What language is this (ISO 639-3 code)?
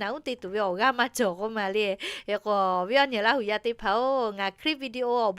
lhu